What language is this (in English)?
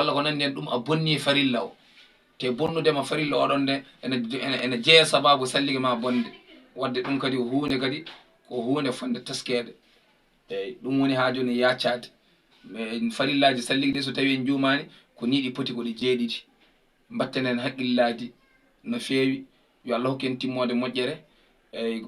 Fula